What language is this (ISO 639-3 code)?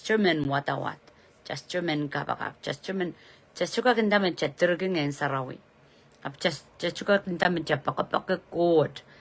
pon